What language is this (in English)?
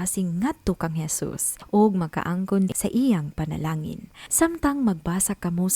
Cebuano